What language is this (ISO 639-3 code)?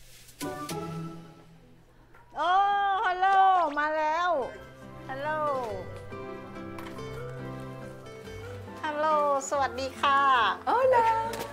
kor